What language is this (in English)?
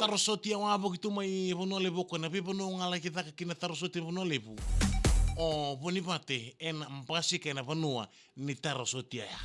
Fijian